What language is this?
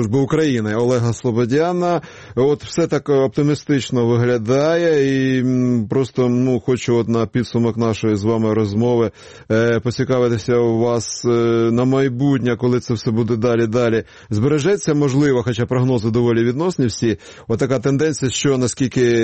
Ukrainian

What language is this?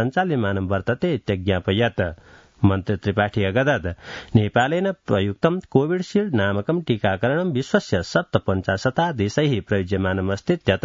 Sanskrit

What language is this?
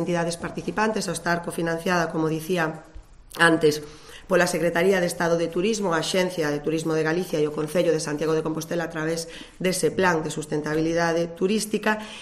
Galician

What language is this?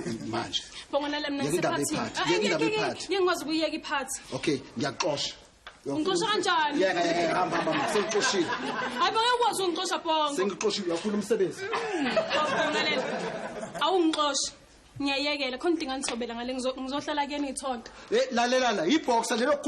Zulu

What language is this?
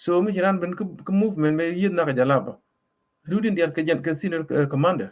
Nuer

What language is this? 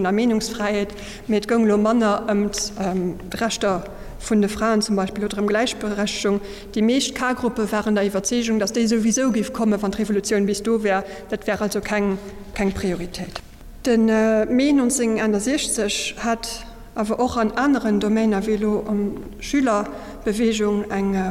Luxembourgish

